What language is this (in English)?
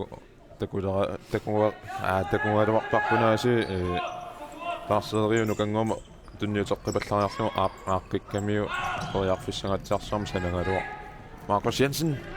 Kalaallisut